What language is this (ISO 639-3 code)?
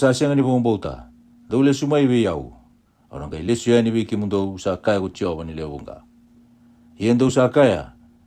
fij